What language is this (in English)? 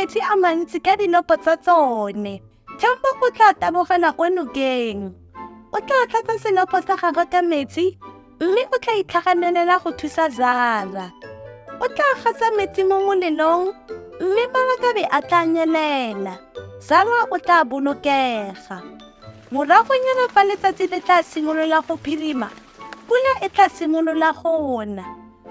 Tswana